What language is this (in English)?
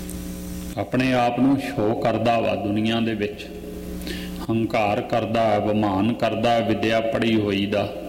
Punjabi